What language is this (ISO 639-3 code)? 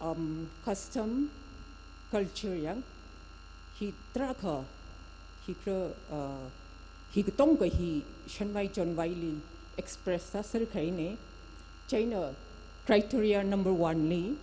nmf